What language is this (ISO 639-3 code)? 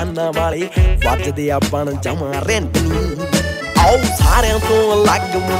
pan